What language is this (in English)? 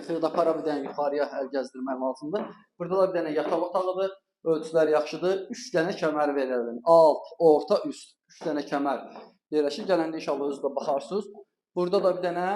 Azerbaijani